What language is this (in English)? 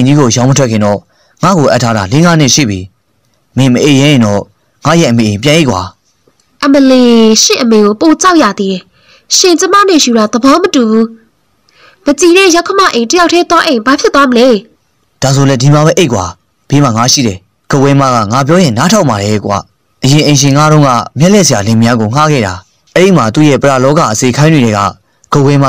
Burmese